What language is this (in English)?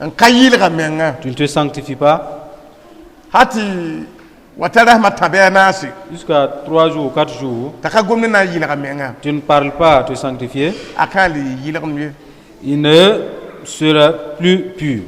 Mossi